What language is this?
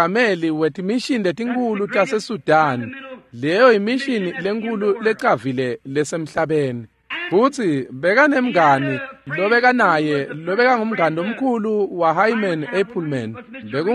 Swati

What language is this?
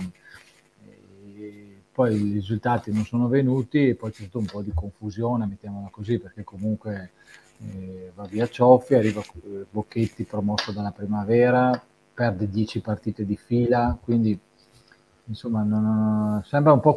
Italian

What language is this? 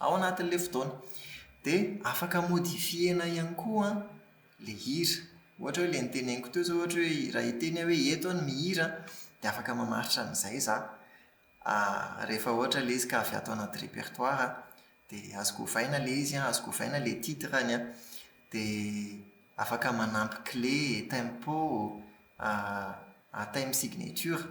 Malagasy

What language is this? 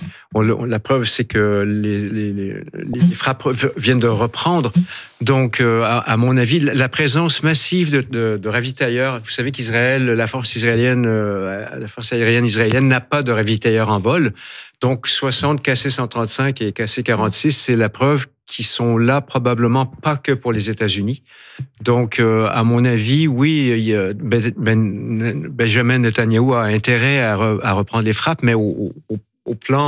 French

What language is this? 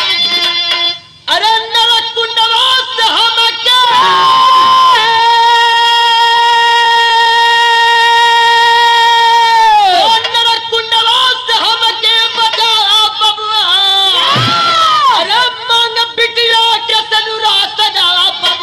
Bhojpuri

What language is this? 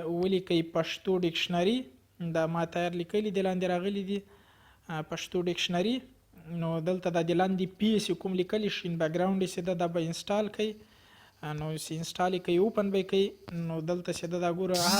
Pashto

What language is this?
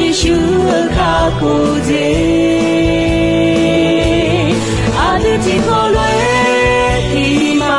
Akha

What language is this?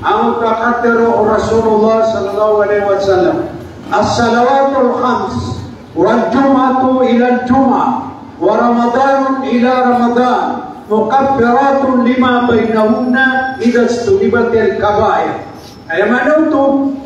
Maranao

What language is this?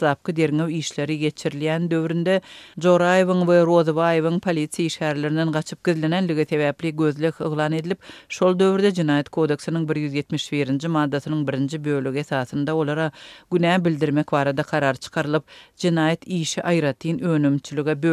Turkmen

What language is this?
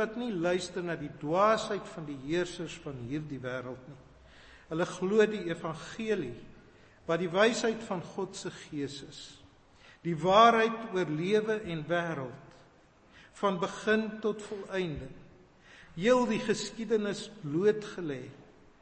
Afrikaans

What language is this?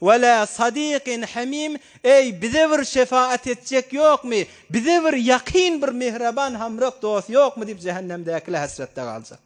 Turkmen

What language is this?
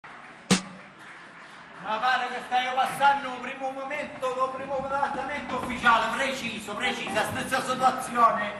Sicilian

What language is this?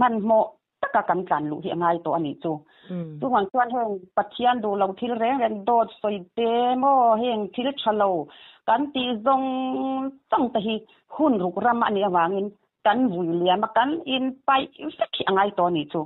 Mizo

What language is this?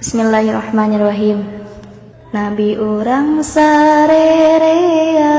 Sundanese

